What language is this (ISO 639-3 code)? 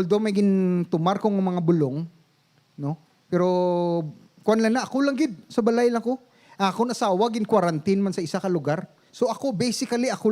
hil